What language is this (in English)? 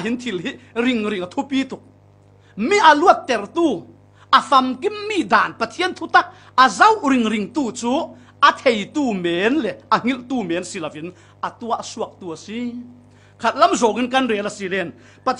Falam Chin